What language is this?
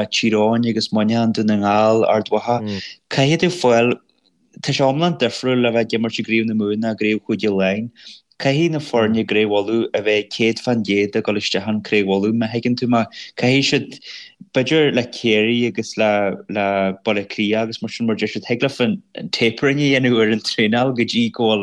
Irish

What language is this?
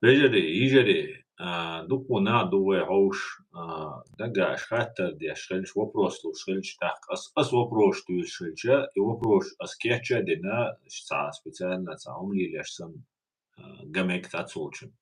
Chechen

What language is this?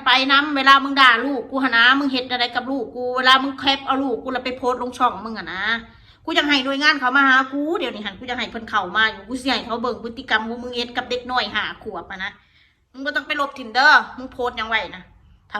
Northeastern Thai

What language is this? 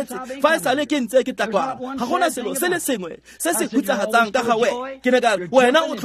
Tswana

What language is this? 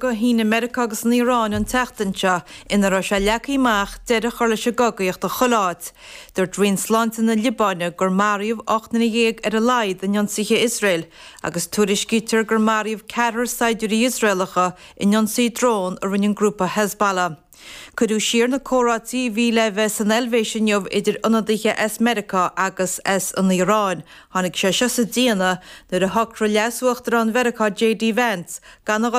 Irish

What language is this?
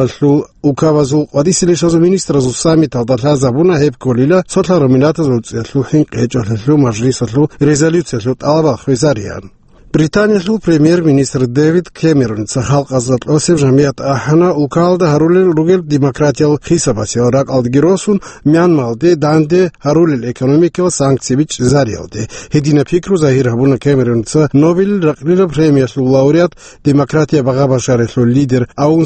Avaric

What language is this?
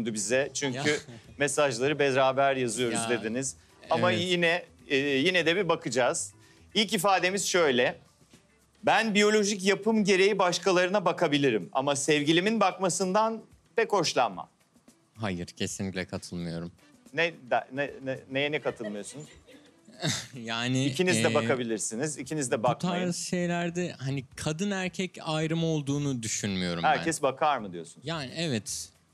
Turkish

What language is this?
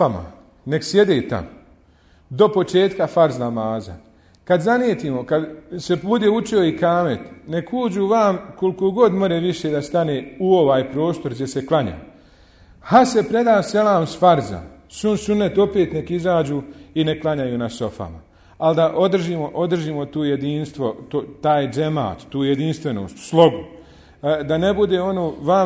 Bosnian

